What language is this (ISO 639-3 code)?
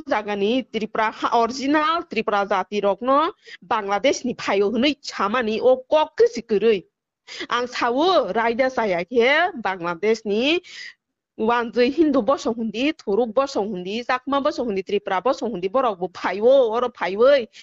trp